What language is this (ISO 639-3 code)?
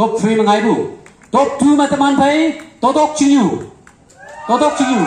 nbe